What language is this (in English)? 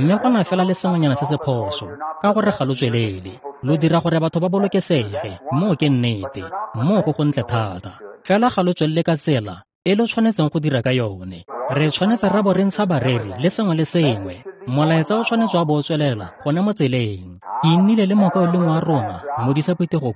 Tswana